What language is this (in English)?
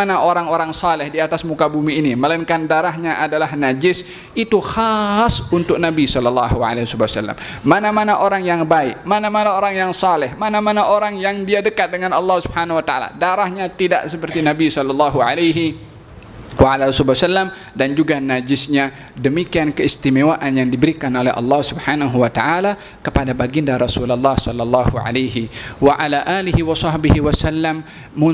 Malay